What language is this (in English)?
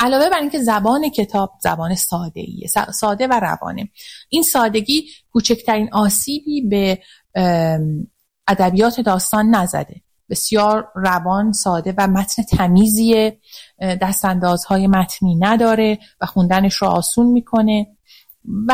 Persian